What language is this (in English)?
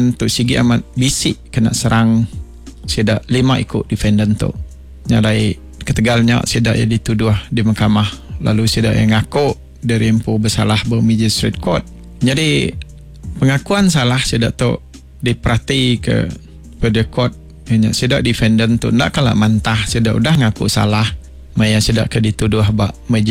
Iban